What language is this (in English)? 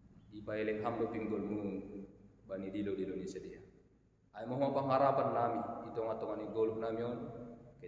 Batak Simalungun